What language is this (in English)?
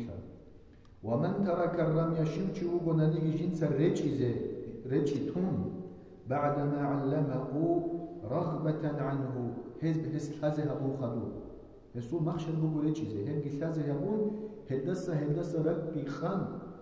Avaric